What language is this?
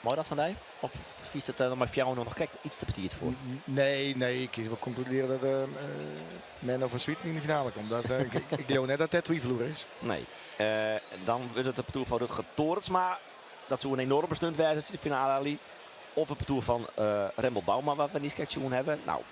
Western Frisian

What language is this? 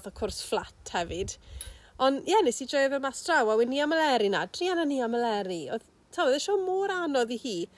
Welsh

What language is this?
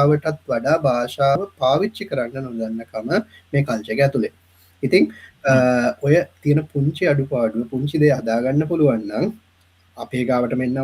Sinhala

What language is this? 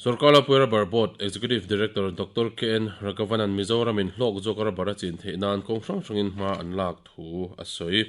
Mizo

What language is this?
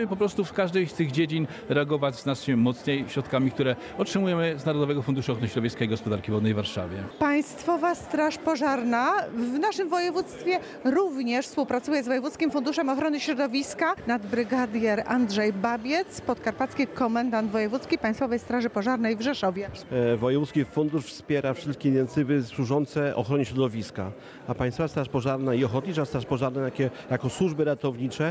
Polish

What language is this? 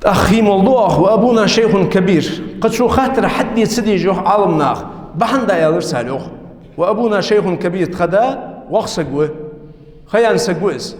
Ingush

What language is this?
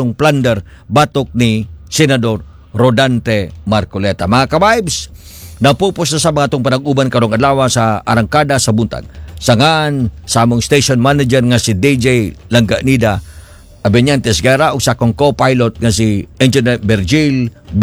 Cebuano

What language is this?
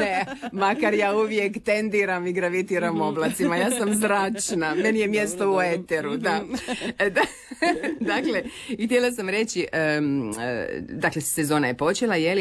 Croatian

